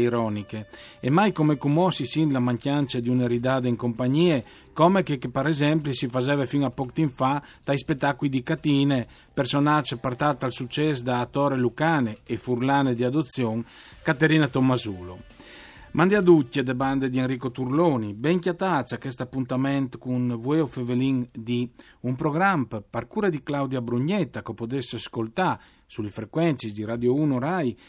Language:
Friulian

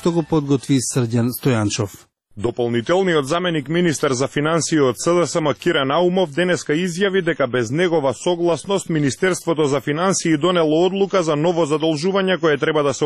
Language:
Macedonian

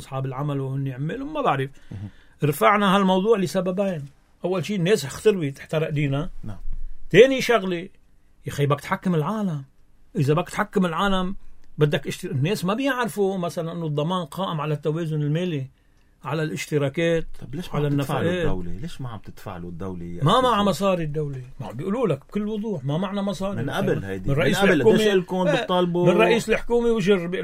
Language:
North Levantine Arabic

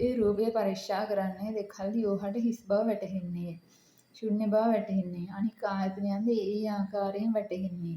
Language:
Sinhala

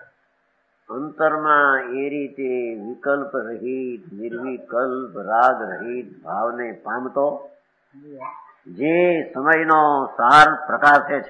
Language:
Gujarati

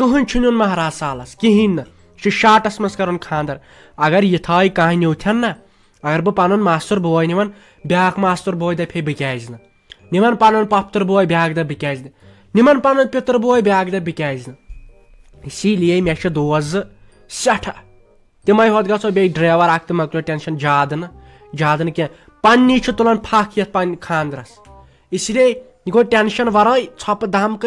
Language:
Kashmiri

